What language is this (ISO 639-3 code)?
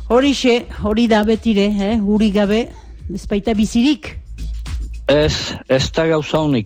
eus